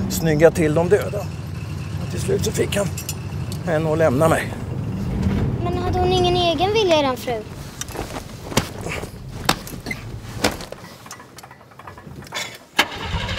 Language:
Swedish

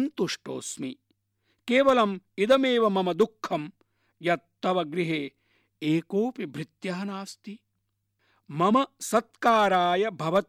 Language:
Sanskrit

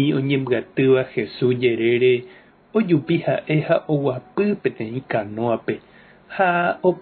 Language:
Guarani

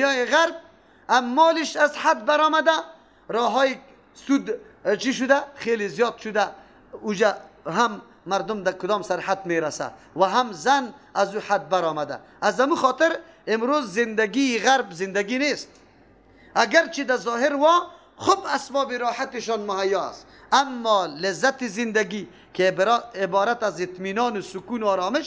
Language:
Persian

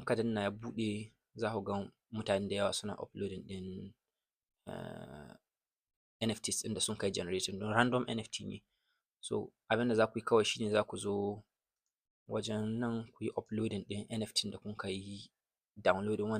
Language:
Hausa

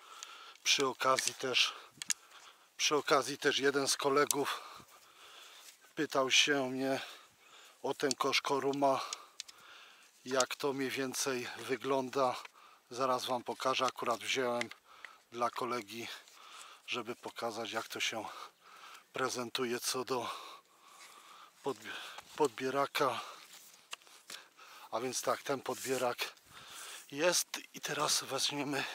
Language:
Polish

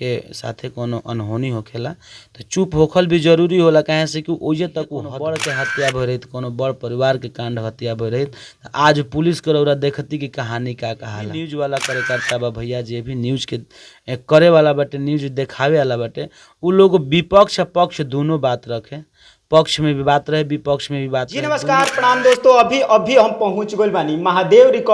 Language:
Bhojpuri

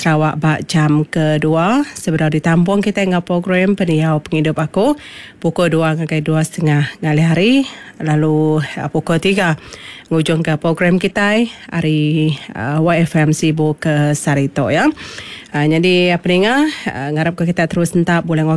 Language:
Iban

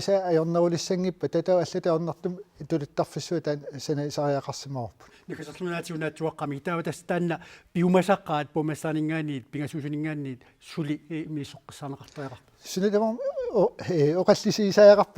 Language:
Kalaallisut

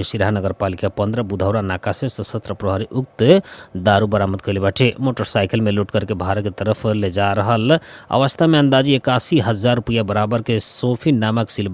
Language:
Bhojpuri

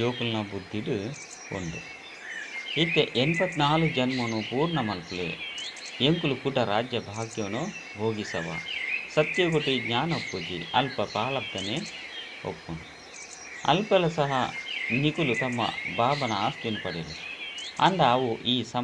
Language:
Tulu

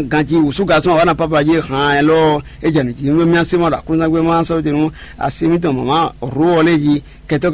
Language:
Fon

